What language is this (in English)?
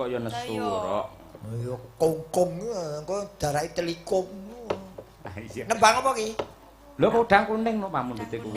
Javanese